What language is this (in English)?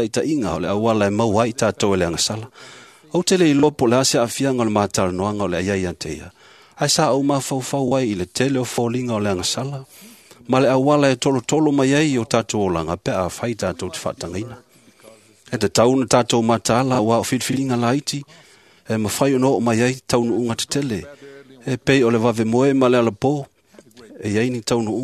Samoan